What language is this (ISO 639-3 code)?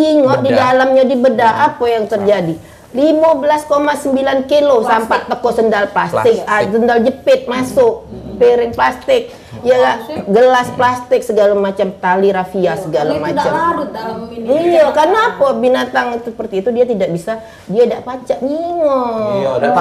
mui